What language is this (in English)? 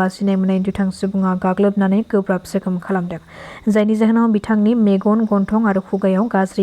Bodo